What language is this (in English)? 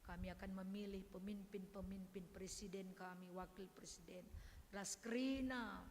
Batak Karo